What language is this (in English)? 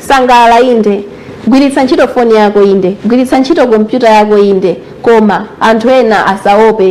Nyanja